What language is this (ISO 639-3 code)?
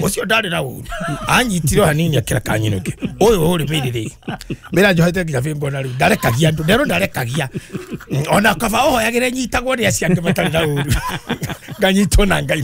kik